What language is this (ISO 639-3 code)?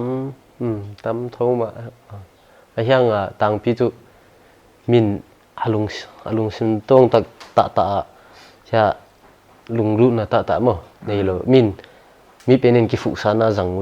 pck